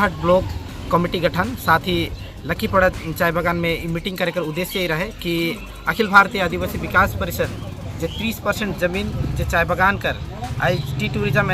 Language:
Sadri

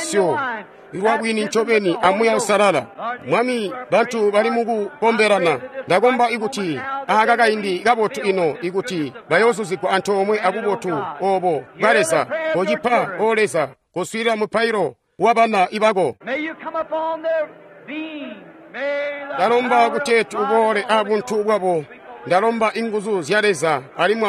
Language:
Tonga (Zambia)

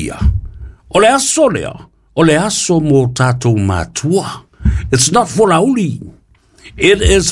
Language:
Samoan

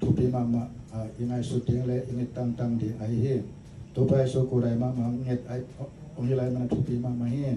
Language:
Tedim Chin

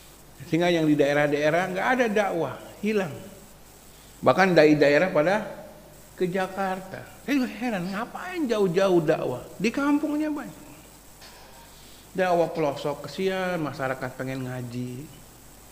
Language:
Indonesian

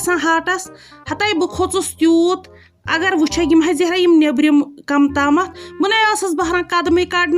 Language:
Kashmiri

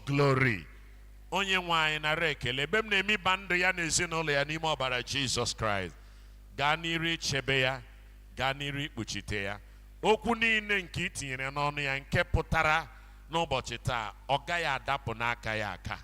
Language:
Igbo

